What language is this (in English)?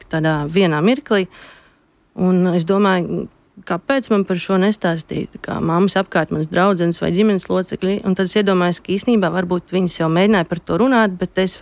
Latvian